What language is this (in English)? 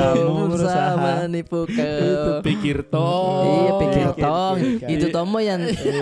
Makassar Malay